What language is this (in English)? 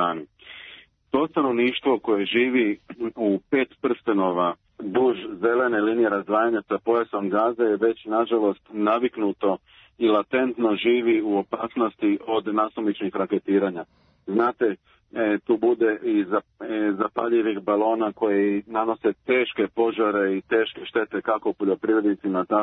Serbian